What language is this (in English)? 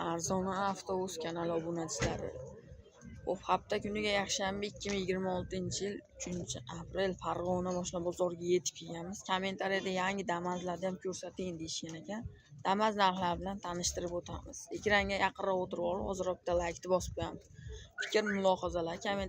Uzbek